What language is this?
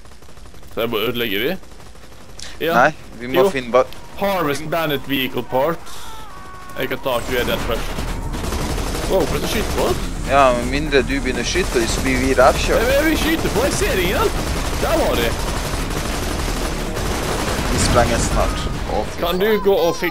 Norwegian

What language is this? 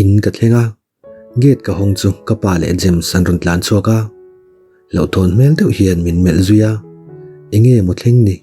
Mizo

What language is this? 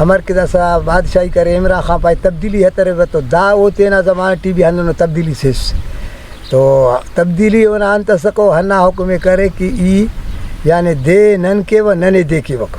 Brahui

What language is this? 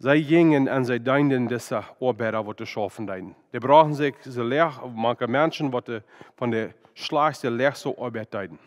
Plautdietsch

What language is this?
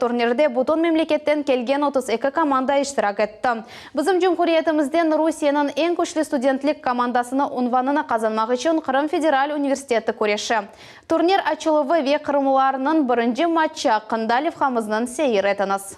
Crimean Tatar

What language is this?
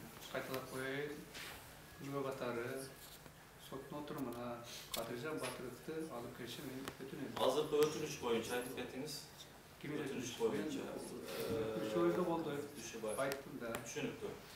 Kyrgyz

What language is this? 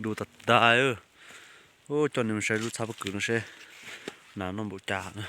Hmong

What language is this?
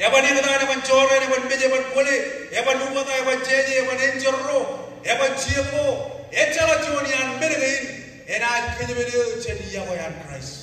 Marshallese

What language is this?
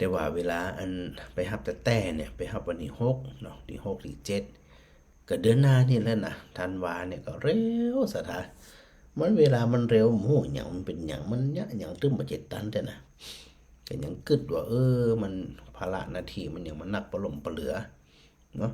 Northern Thai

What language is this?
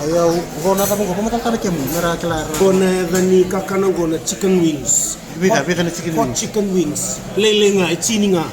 Fijian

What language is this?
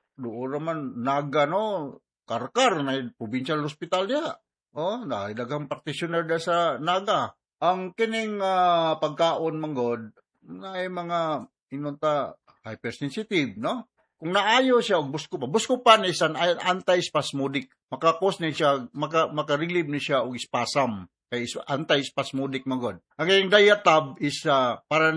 Cebuano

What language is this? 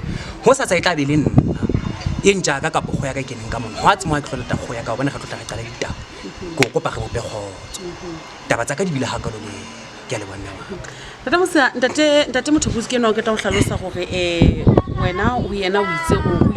Southern Sotho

